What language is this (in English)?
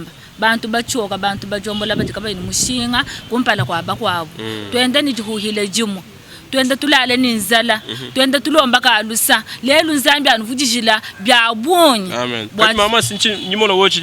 Luba-Lulua